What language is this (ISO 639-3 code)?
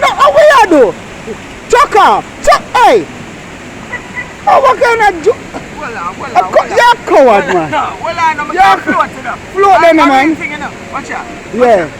jam